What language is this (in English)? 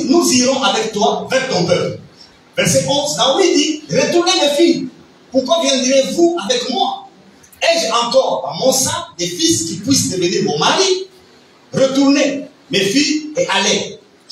French